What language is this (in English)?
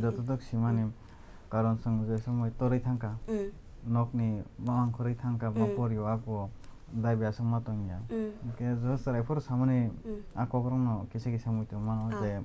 Kok Borok